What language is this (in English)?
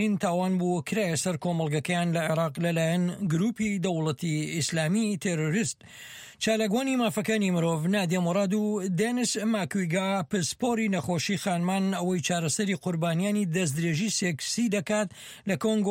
Central Kurdish